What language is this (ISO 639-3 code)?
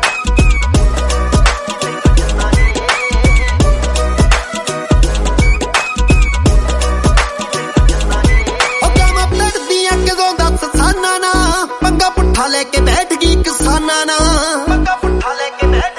pan